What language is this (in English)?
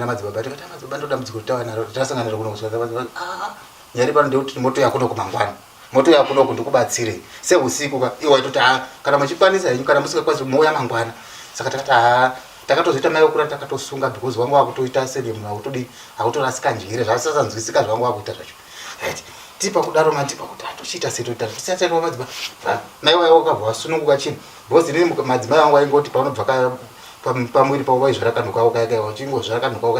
Shona